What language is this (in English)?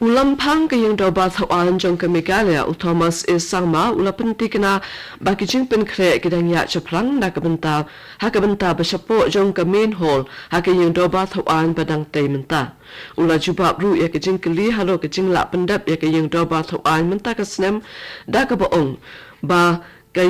Khasi